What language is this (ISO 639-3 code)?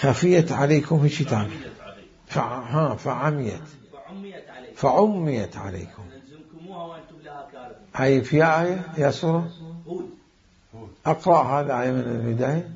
acm